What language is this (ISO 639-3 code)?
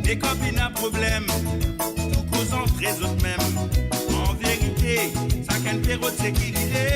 mfe